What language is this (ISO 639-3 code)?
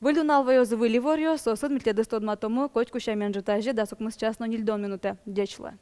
udm